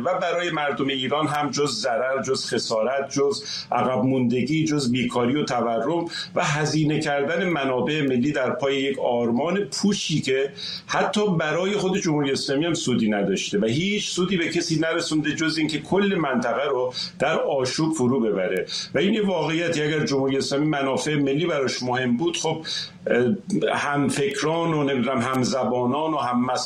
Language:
Persian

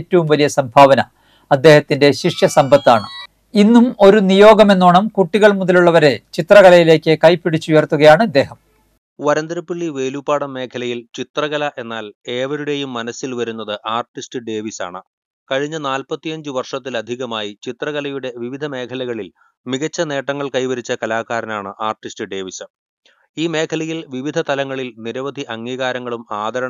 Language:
Malayalam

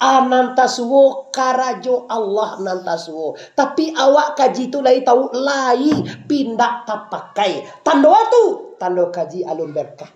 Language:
Minangkabau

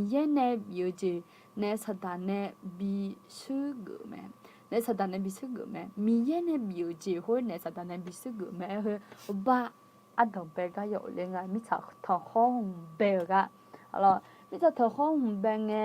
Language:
Akha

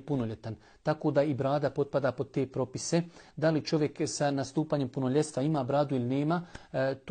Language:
Bosnian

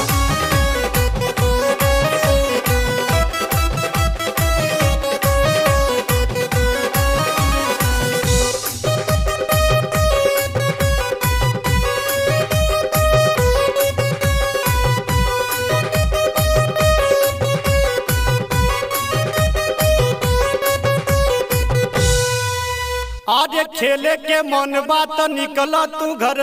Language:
Bhojpuri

